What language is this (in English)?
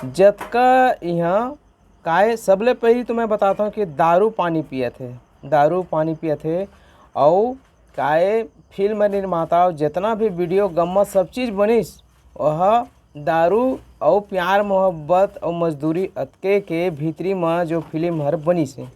Chhattisgarhi